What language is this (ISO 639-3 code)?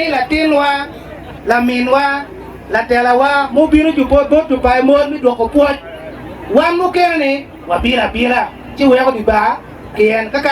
ach